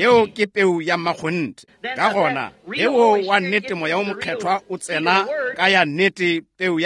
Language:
Northern Sotho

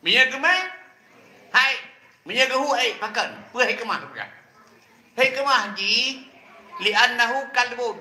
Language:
Achinese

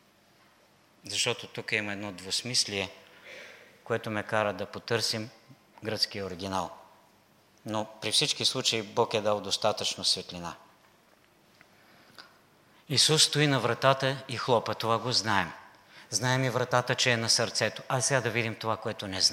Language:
Bulgarian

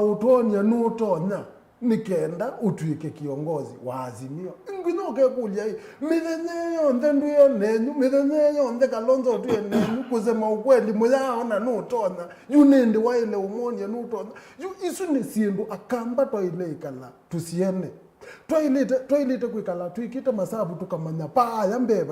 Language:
Kamba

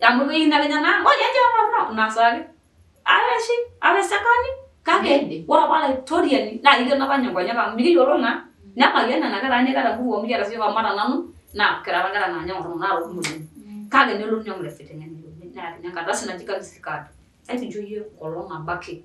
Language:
Masai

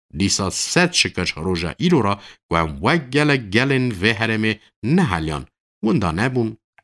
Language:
Kurdish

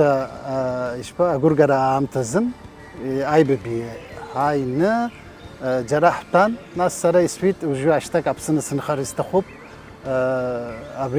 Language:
Abkhazian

